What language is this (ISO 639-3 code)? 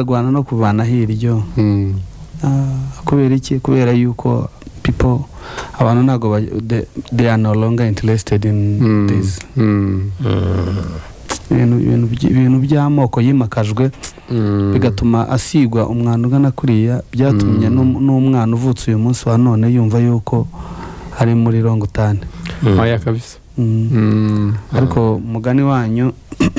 kin